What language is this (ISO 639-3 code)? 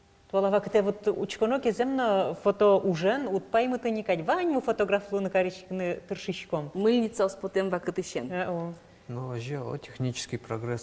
udm